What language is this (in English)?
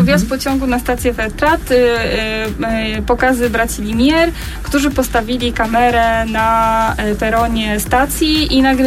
Polish